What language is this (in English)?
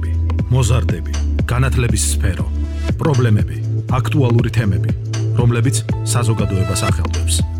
Georgian